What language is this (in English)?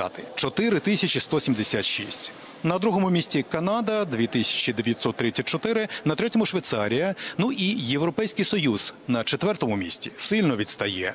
Ukrainian